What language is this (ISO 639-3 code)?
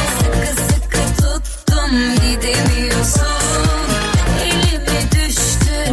tur